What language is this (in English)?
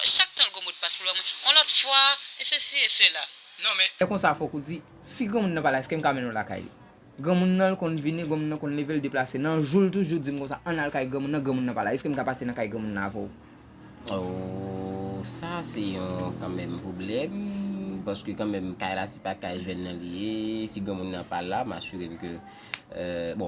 Haitian Creole